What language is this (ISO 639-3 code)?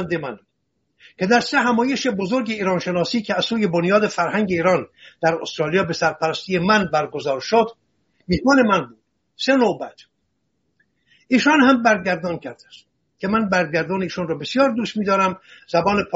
fas